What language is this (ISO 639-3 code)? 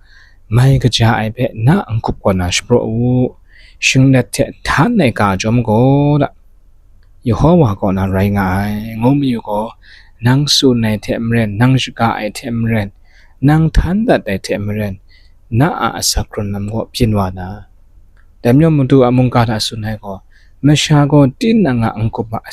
kac